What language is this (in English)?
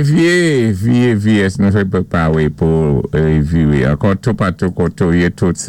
Saint Lucian Creole French